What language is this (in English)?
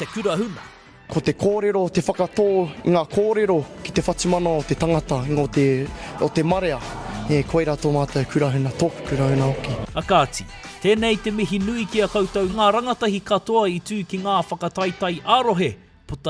Māori